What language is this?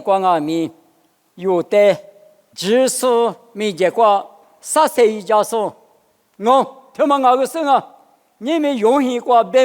Lisu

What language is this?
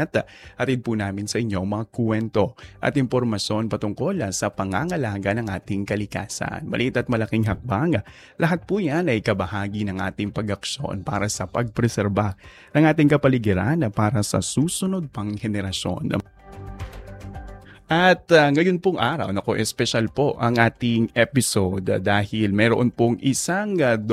Filipino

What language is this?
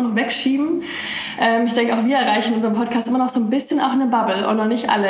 German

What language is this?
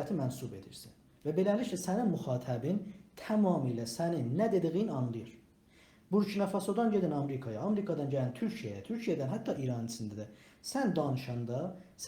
South Azerbaijani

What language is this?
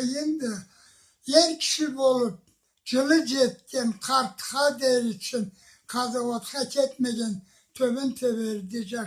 Karachay-Balkar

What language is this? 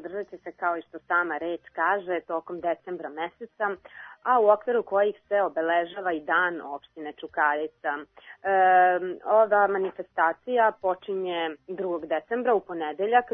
Serbian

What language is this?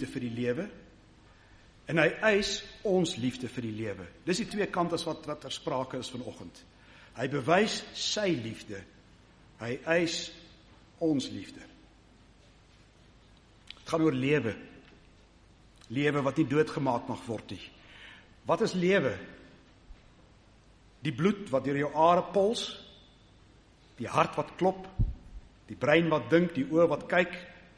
Afrikaans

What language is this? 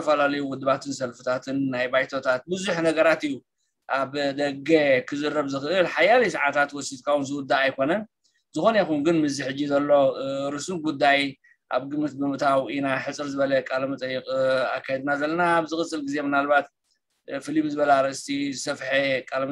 Tigrinya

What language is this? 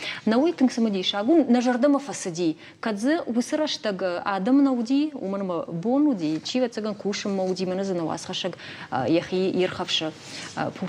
Ossetic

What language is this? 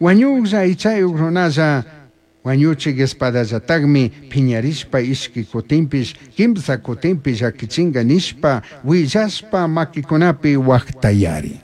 Chimborazo Highland Quichua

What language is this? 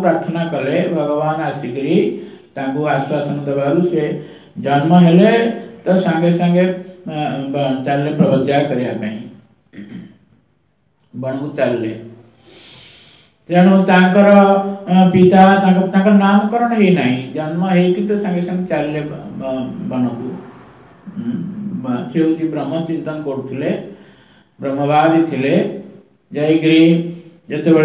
Odia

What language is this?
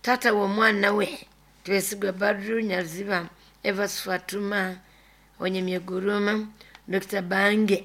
Nyoro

